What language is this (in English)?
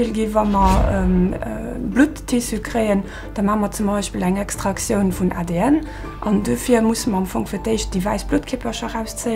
Luxembourgish